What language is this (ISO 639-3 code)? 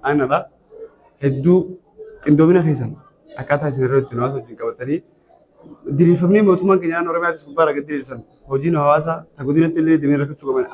orm